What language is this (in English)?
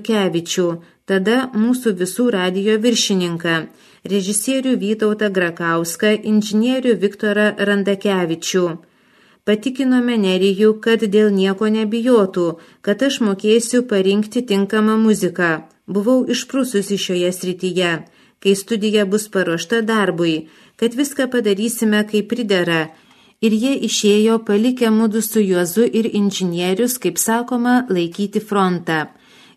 Lithuanian